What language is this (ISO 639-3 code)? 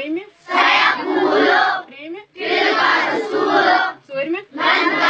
kas